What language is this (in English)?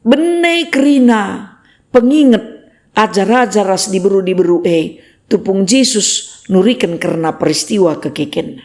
Batak Karo